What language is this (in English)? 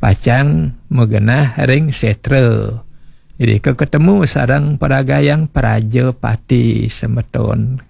Balinese